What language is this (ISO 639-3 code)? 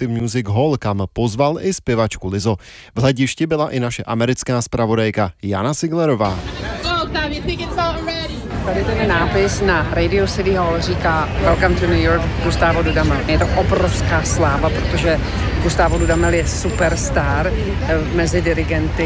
ces